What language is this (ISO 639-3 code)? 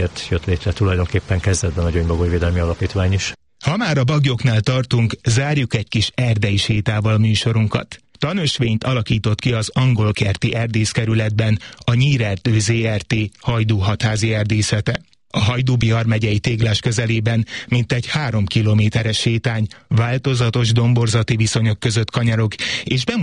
hun